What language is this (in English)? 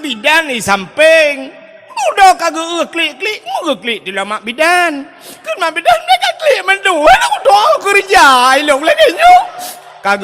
Achinese